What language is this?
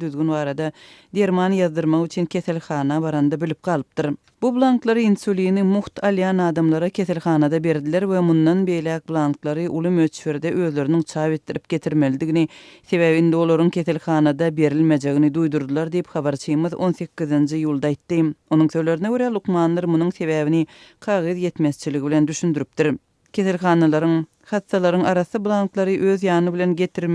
Turkmen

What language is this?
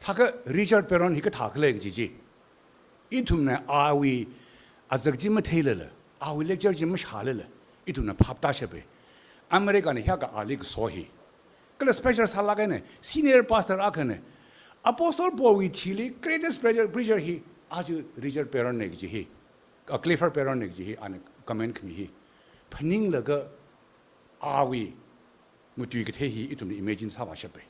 Tangkhul Naga (India)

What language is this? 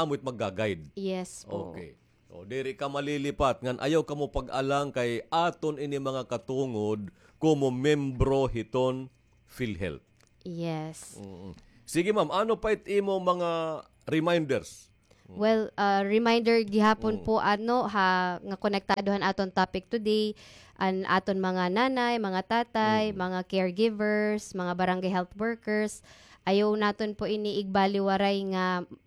Waray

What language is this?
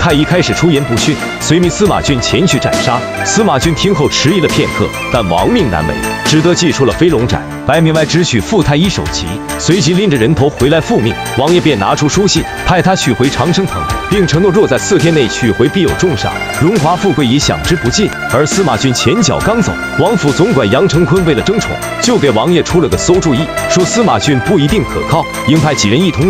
Chinese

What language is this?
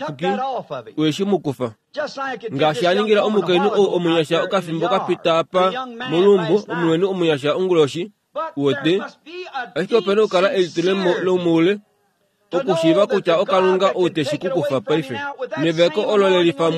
Kuanyama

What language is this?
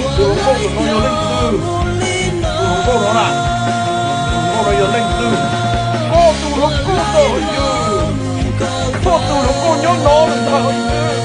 Hmong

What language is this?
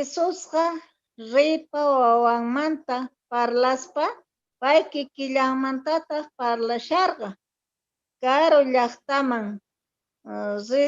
Quechua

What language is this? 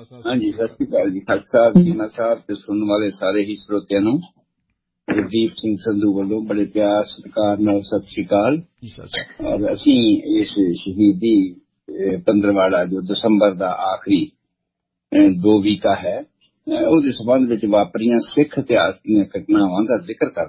Punjabi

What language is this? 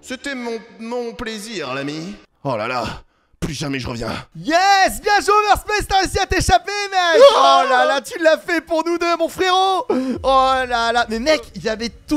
French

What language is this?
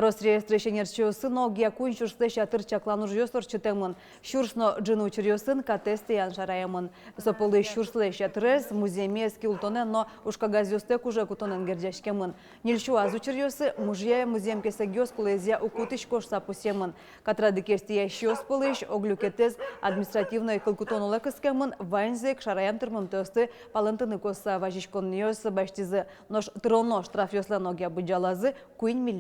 Udmurt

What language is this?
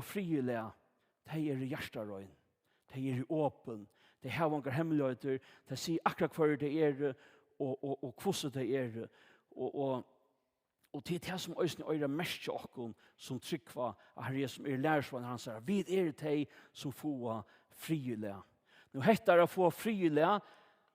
Faroese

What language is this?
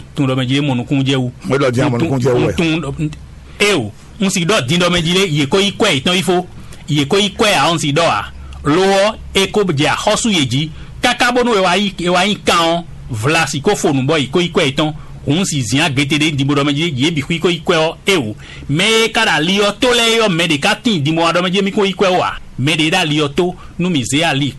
Fon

